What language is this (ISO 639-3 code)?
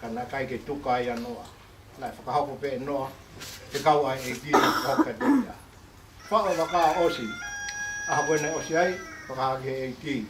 ton